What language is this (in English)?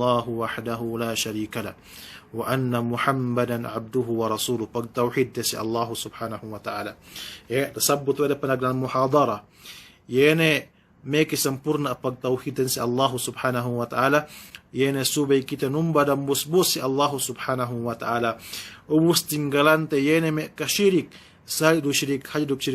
Yakan